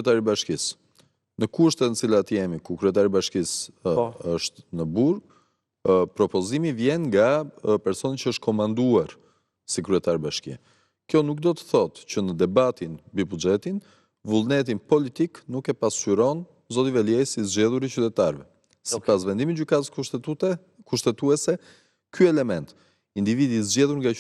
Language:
Albanian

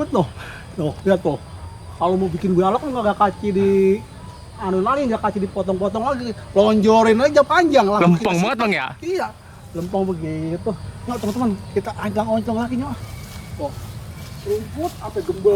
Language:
Betawi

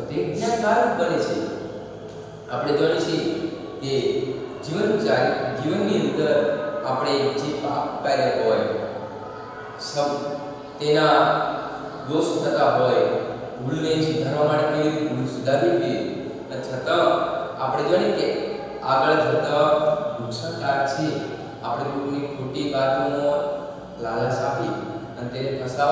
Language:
Gujarati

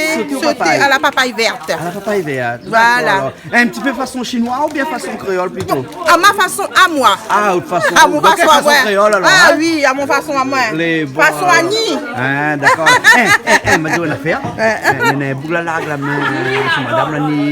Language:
Réunion Creole French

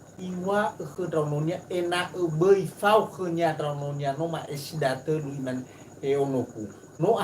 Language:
Nias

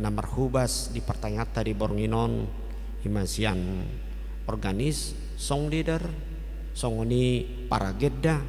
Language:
Batak Toba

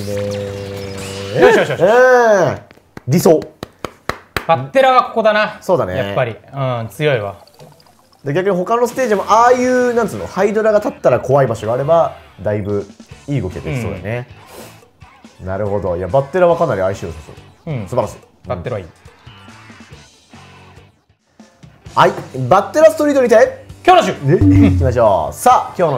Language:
Japanese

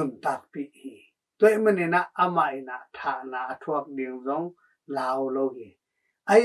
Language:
Tedim Chin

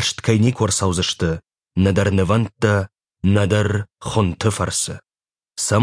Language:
Ossetic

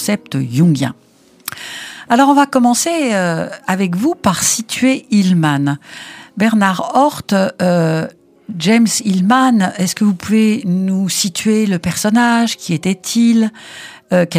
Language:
French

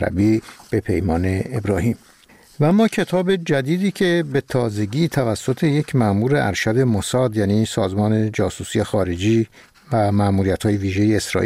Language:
Persian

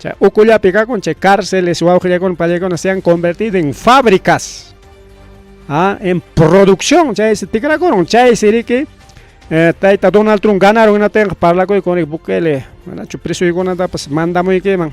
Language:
Ayacucho Quechua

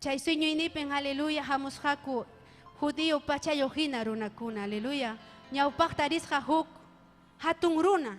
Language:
Ayacucho Quechua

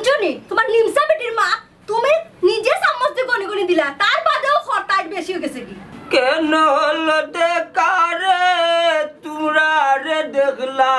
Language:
Sylheti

